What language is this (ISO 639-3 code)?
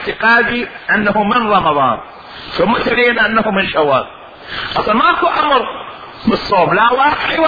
acm